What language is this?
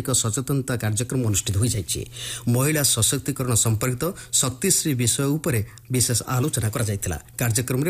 Odia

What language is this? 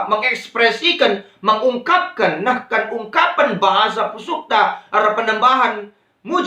Batak Karo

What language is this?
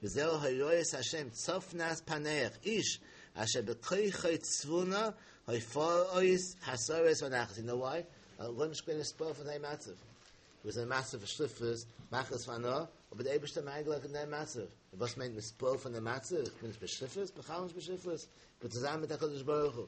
Yiddish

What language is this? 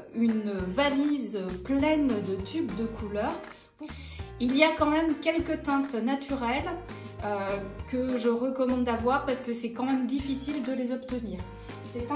French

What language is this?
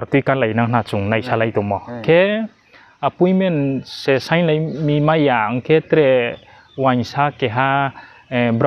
Riang (India)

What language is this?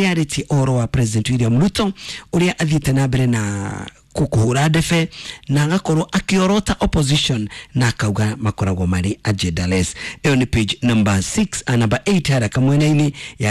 Kikuyu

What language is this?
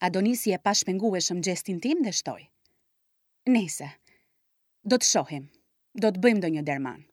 Albanian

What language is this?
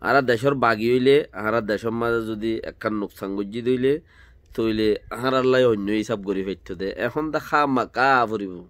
Rohingya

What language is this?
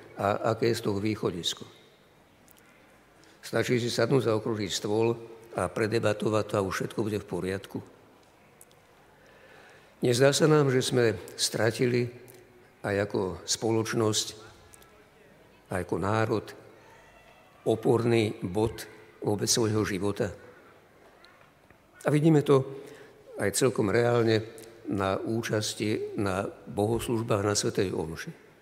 Slovak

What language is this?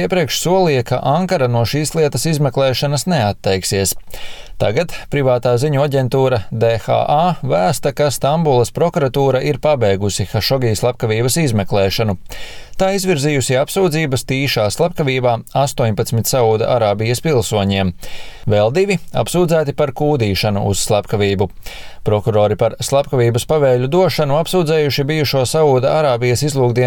Latvian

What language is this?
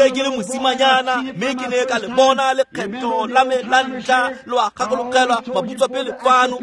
Tswana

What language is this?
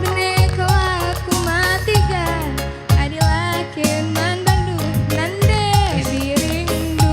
Batak Karo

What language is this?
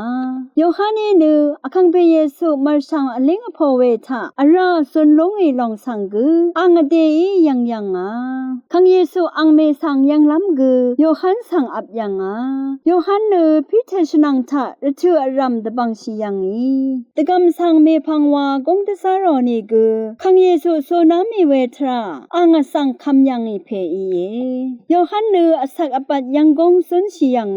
Rawang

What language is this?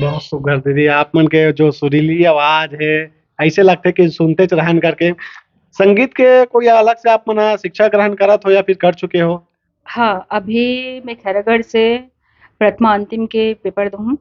Chhattisgarhi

